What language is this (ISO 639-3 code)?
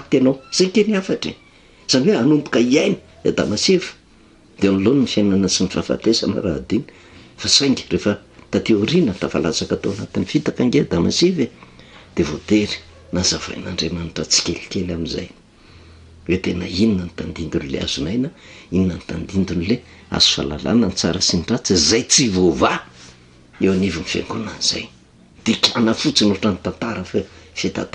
mlg